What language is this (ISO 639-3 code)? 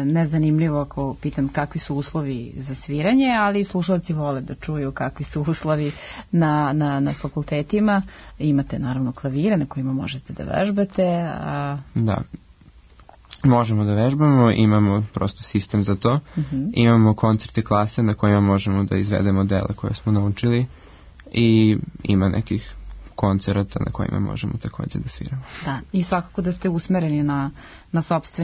srp